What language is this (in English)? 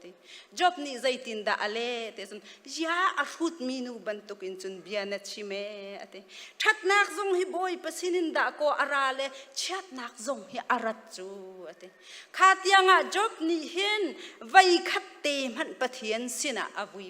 Hakha Chin